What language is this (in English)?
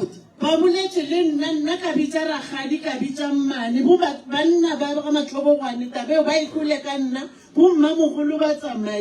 Northern Sotho